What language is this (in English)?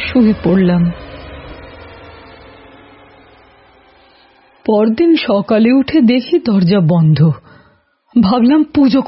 Bangla